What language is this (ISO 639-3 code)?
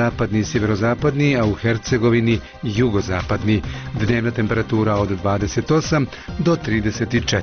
bos